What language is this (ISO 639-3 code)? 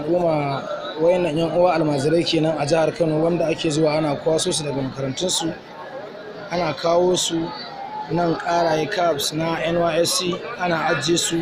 hau